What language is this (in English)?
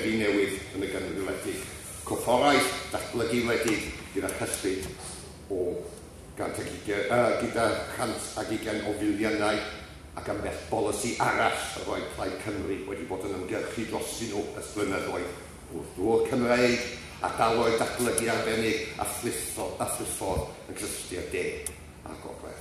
Welsh